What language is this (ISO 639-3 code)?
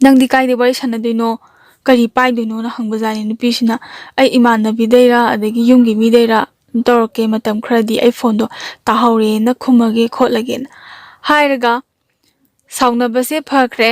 mni